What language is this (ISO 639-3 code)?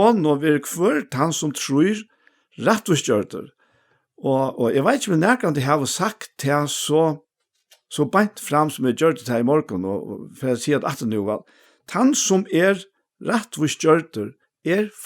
fao